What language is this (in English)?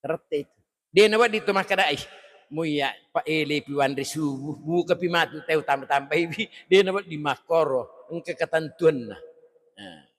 Buginese